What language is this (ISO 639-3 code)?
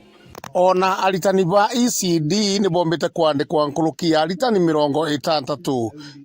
mer